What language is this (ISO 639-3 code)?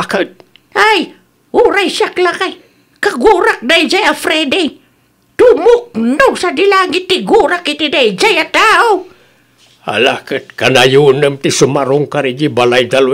ilo